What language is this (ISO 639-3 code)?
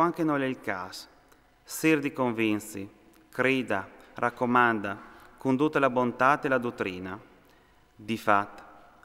fur